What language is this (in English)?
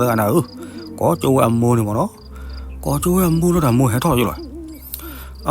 S'gaw Karen